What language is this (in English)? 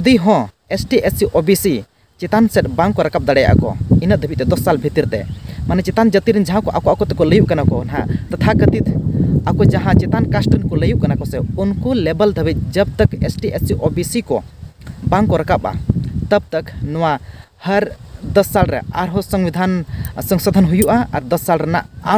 Santali